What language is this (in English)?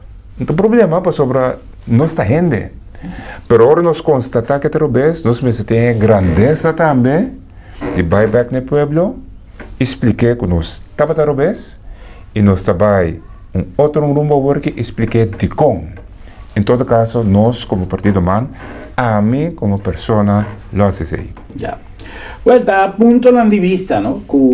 Papiamento